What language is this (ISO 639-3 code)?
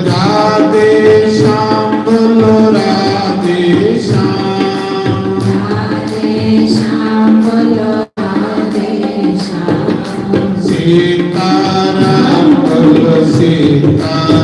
doi